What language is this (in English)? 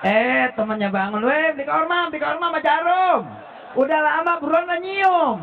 Betawi